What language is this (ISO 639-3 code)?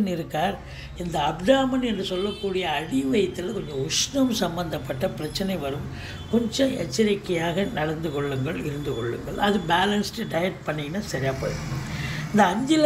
tam